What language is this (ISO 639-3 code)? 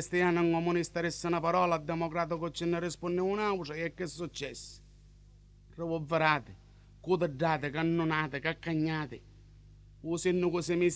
nap